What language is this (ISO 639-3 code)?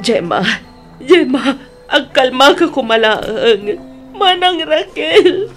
ilo